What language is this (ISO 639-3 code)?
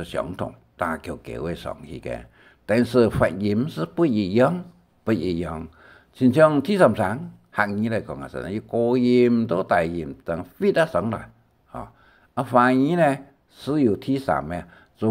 hak